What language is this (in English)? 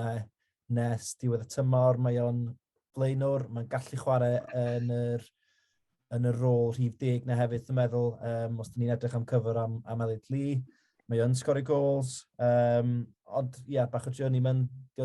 Welsh